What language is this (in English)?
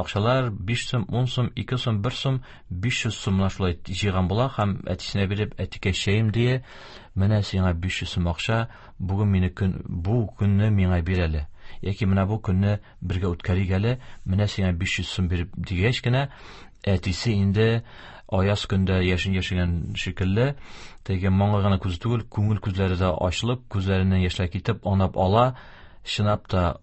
Tatar